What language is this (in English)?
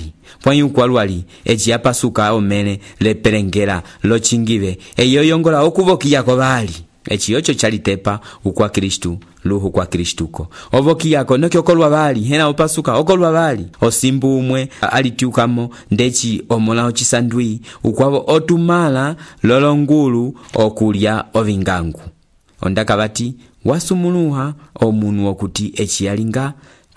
Umbundu